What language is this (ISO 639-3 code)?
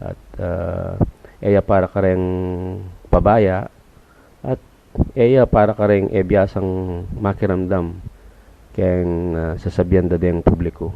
pam